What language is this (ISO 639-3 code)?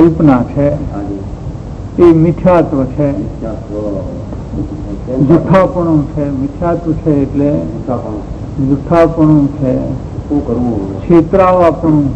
guj